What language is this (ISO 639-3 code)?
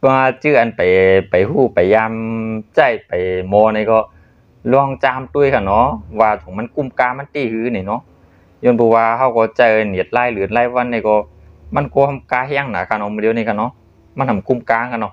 shn